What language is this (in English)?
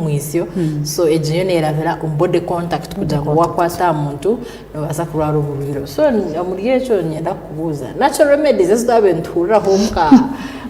Nyankole